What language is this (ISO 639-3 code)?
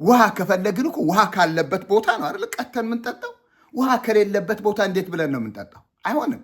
amh